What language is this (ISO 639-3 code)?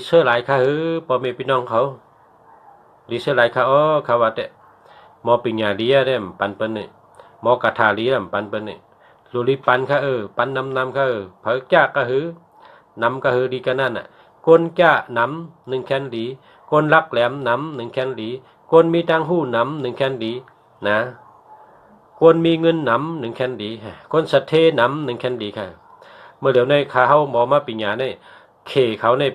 shn